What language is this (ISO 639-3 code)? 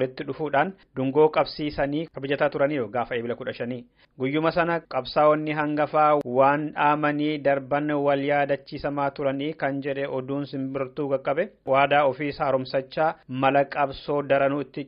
orm